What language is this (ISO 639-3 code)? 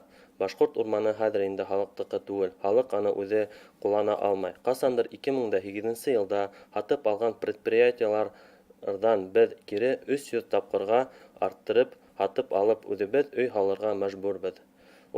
bak